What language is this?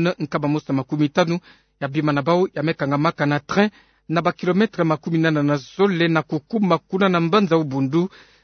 Kituba (Democratic Republic of Congo)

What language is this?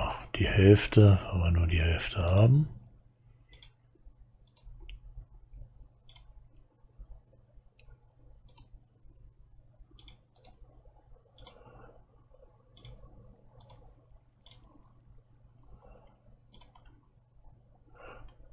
German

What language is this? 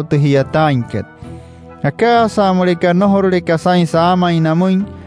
Wayuu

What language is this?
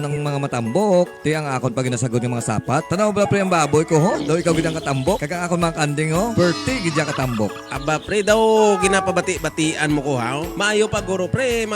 Hiligaynon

